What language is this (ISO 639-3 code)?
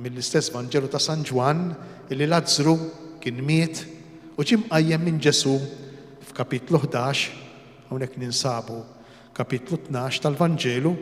mlt